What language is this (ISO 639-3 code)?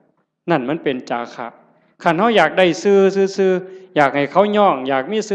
tts